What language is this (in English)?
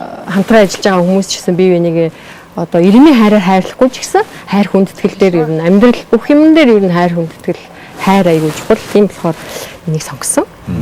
Mongolian